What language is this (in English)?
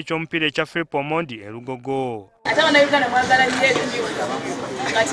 Ganda